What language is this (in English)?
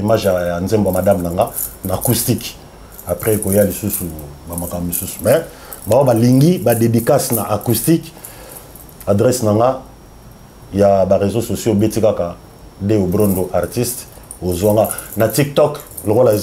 Lingala